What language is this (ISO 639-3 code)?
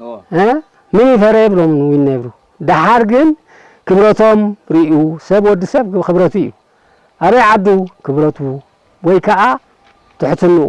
tir